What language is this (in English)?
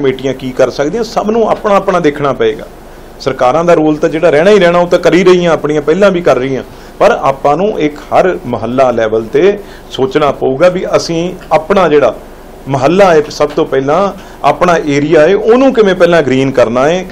Punjabi